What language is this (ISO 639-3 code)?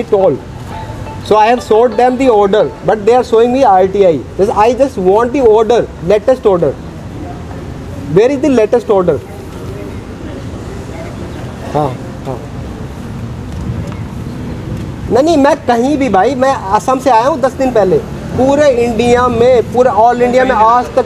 hin